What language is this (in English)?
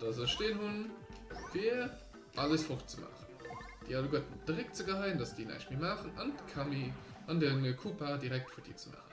Luxembourgish